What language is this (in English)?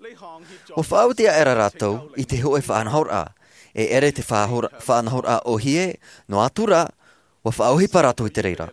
Tahitian